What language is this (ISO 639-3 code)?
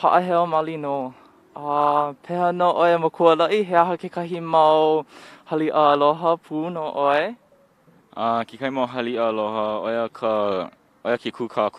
haw